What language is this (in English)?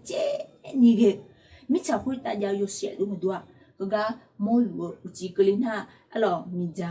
Akha